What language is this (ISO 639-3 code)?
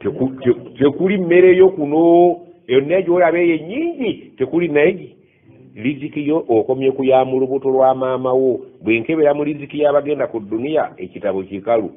lug